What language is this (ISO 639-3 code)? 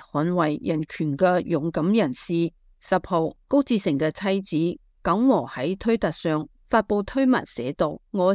yue